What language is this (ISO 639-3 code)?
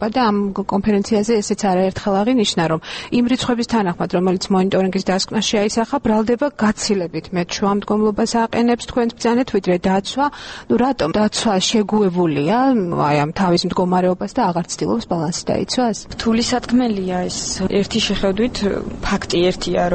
kat